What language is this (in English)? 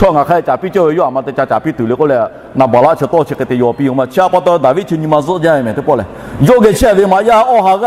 Lahu